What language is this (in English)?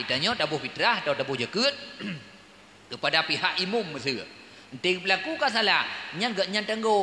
Achinese